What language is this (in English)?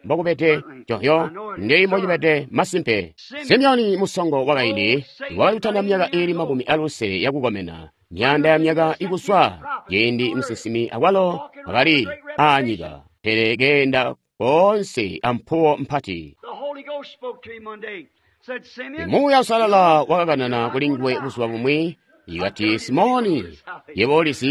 Tonga (Zambia)